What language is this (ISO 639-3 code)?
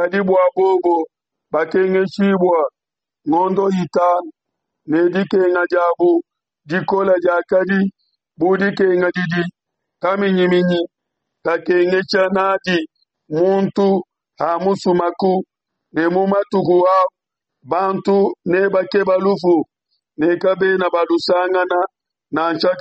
lua